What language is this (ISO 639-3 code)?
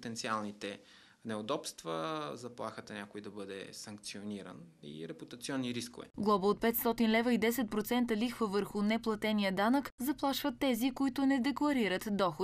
bul